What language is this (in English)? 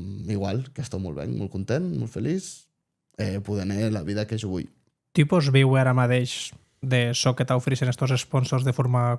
Occitan